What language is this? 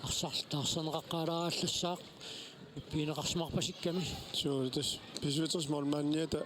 Kalaallisut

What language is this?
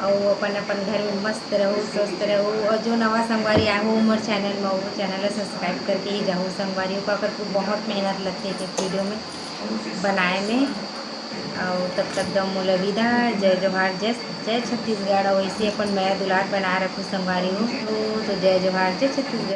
Chhattisgarhi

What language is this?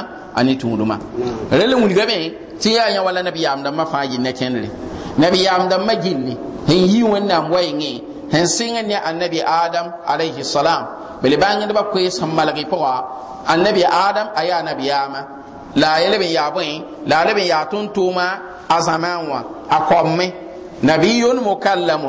Mossi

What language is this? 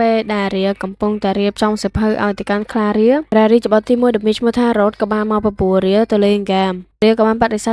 Khmer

